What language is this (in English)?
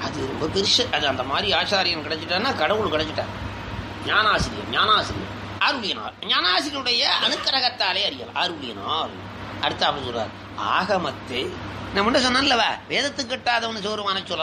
Tamil